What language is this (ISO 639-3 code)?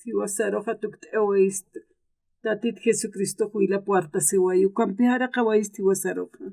aym